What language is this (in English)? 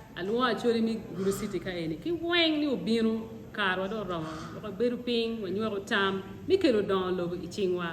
Acoli